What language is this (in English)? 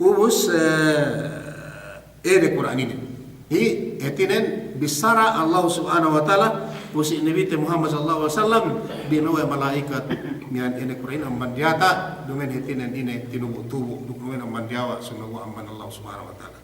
Yakan